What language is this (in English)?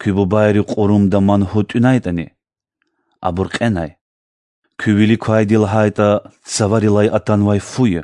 Lezghian